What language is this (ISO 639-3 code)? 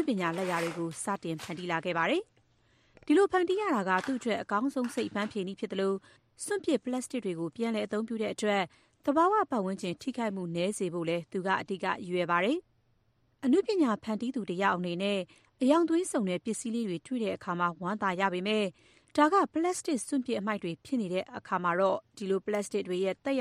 mya